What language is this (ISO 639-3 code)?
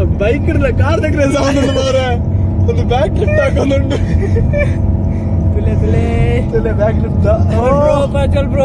tcy